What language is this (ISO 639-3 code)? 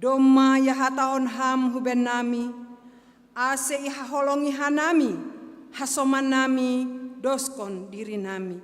bts